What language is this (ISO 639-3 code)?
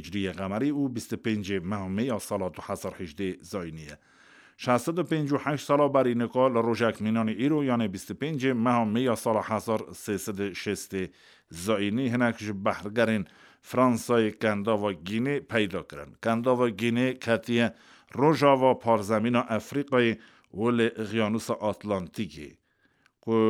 kur